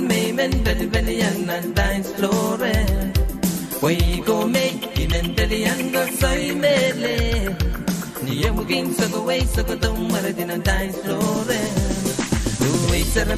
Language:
Pohnpeian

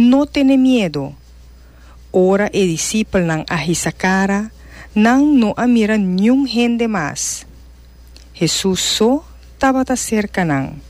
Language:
Papiamento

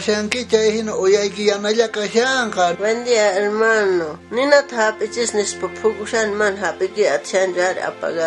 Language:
South Bolivian Quechua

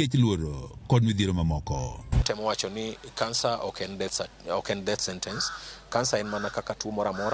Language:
Luo (Kenya and Tanzania)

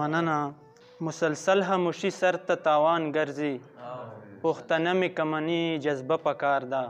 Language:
Pashto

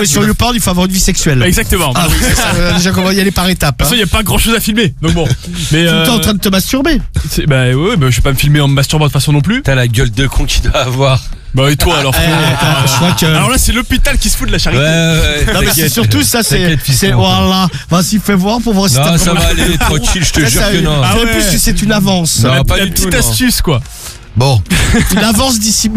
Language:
French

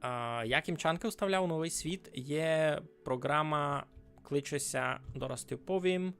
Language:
Rusyn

